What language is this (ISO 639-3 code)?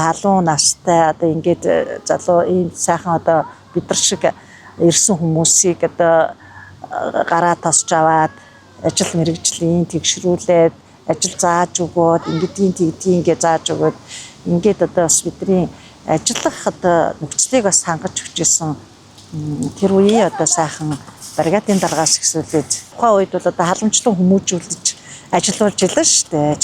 mon